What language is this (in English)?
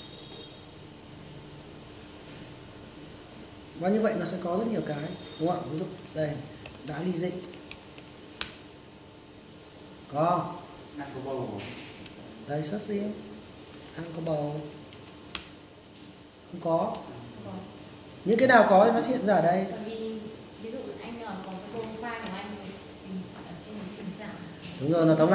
Vietnamese